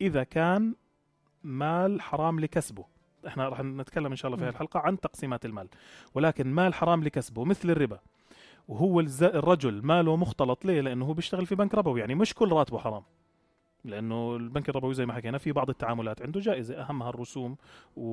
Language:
North Levantine Arabic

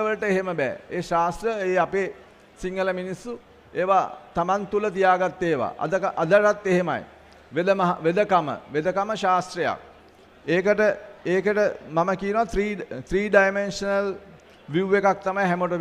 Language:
Sinhala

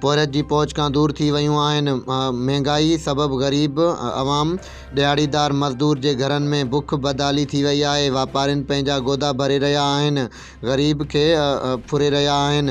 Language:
Sindhi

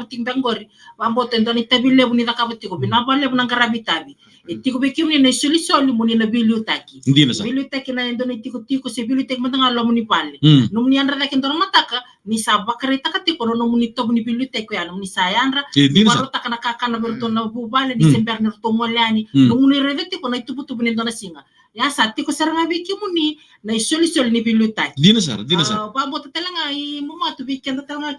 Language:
Fijian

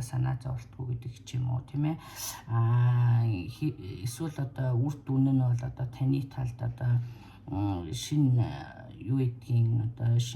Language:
Mongolian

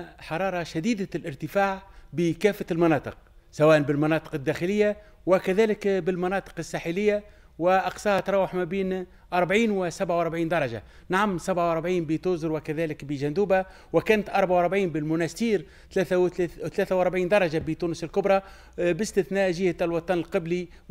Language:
Tunisian Arabic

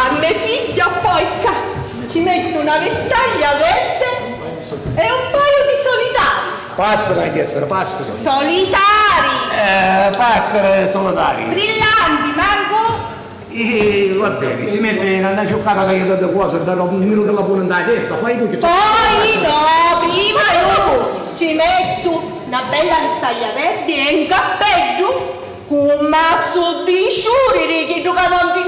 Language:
Sicilian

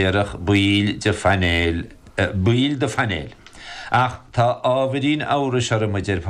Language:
Irish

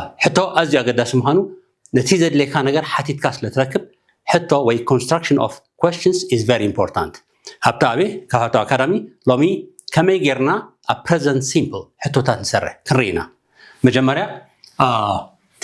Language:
Tigrinya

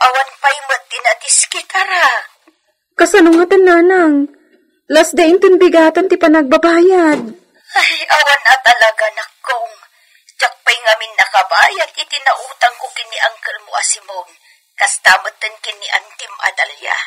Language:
Iloko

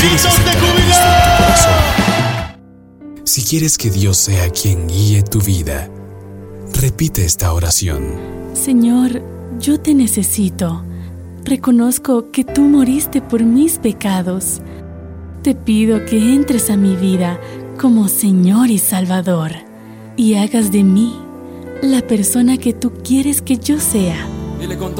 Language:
Spanish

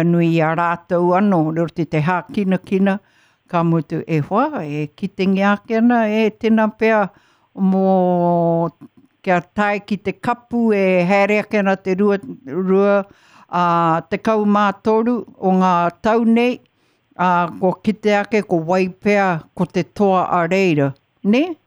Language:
Māori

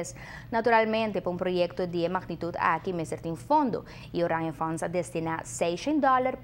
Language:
Papiamento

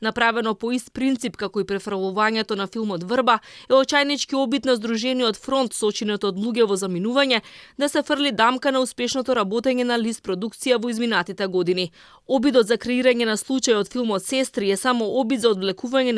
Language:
Macedonian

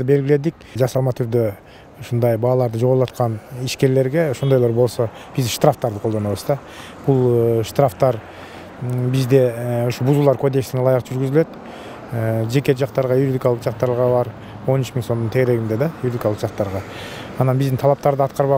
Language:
Kyrgyz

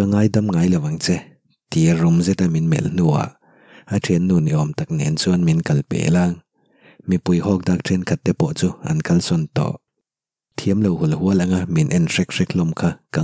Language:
Mizo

